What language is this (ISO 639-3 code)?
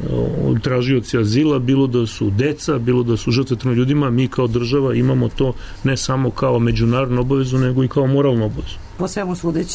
srp